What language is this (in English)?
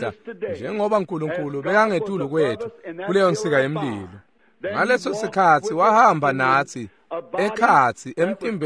Swati